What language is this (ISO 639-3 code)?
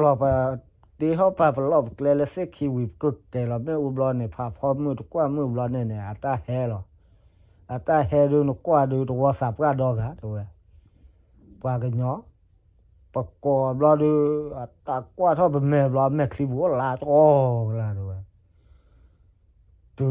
ksw